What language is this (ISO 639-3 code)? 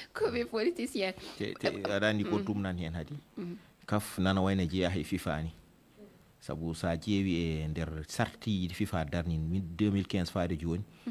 ful